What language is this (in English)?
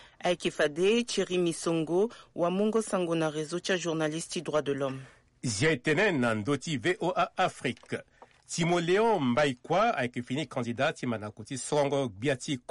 Sango